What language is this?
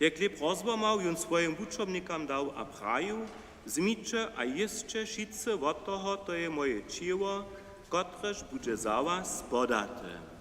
Upper Sorbian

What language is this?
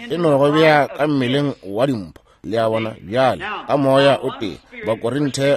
Northern Sotho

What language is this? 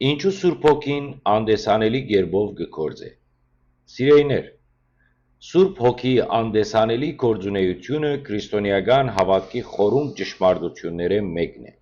Western Armenian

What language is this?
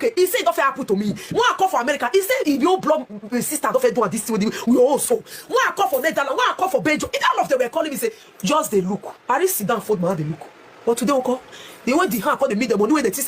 Nigerian Pidgin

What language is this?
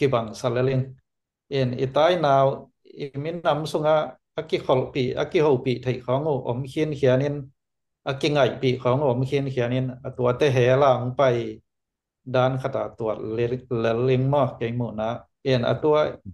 Tedim Chin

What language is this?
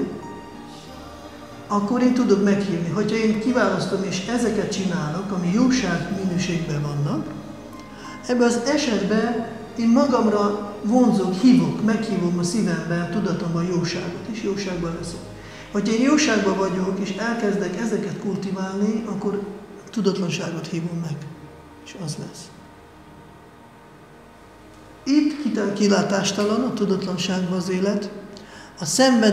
Hungarian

